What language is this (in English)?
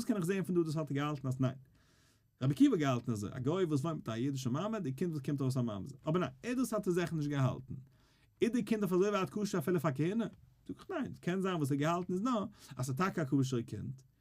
Yiddish